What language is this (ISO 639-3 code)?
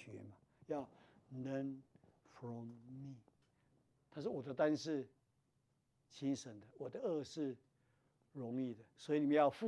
zho